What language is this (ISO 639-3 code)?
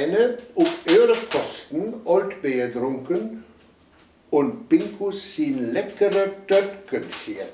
wep